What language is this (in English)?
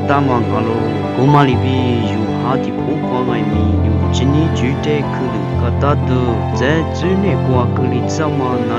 Lisu